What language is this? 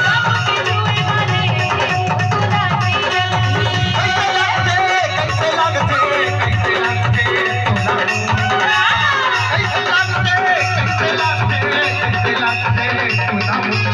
Chhattisgarhi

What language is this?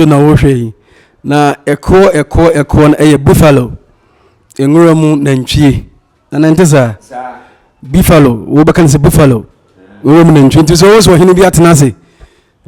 Akan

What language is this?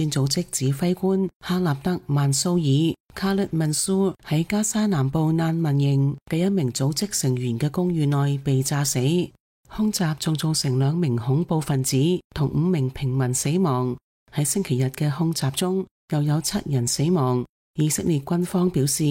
Cantonese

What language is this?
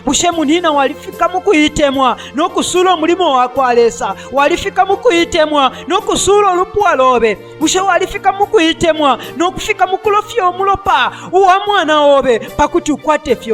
Bemba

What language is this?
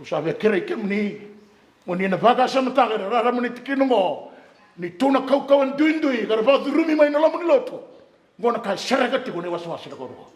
Fijian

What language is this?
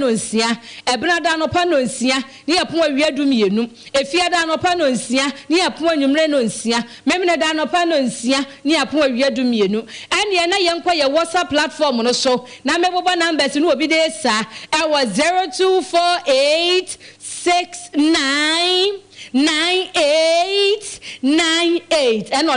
Akan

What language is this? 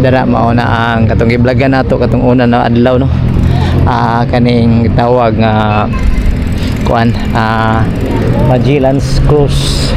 Cebuano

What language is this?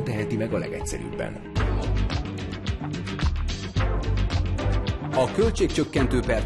Hungarian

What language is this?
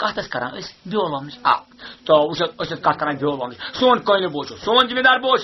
Kashmiri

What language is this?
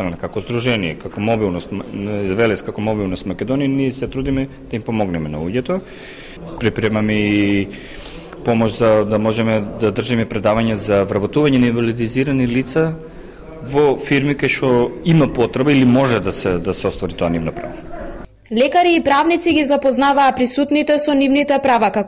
Macedonian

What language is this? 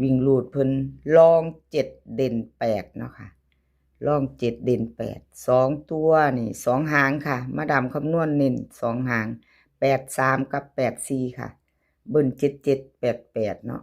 Northeastern Thai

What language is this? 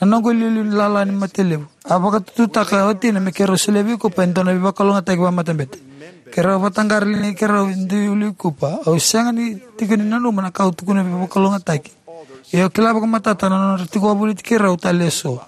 Fijian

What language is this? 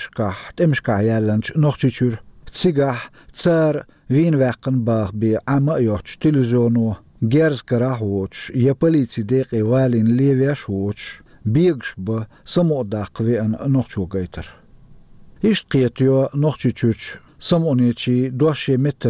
Chechen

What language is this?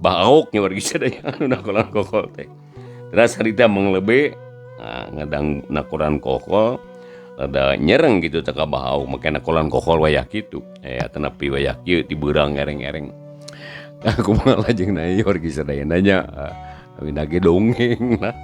Sundanese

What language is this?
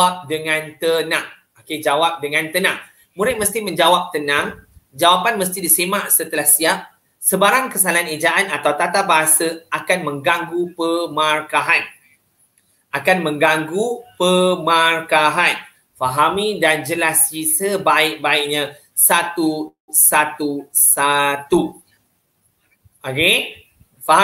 Malay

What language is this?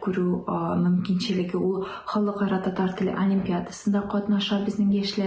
Tatar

